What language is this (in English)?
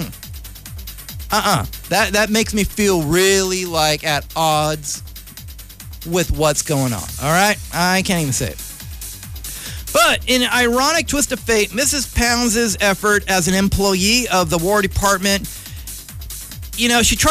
English